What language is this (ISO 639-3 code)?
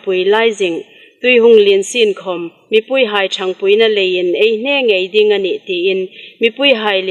hmr